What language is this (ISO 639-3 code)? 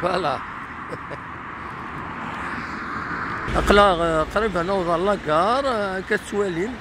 kab